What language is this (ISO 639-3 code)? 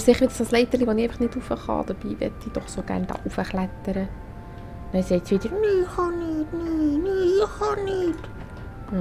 gsw